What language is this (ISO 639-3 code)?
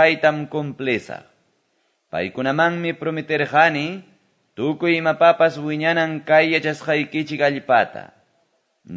que